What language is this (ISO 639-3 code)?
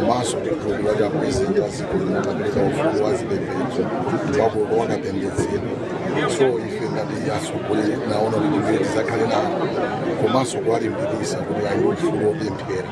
nya